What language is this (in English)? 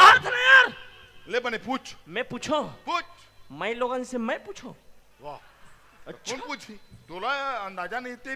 Chhattisgarhi